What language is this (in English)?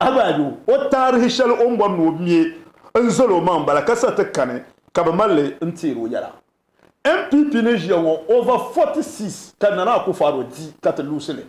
Dagbani